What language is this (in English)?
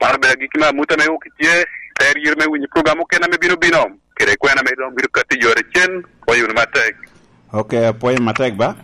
Lango (Uganda)